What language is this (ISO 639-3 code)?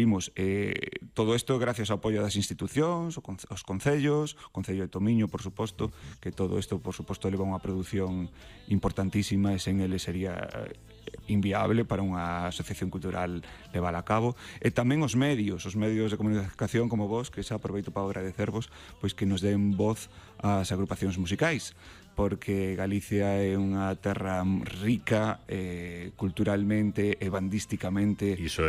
glg